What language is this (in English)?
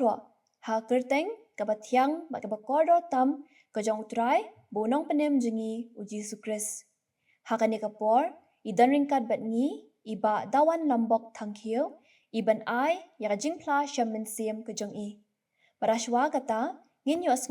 Khasi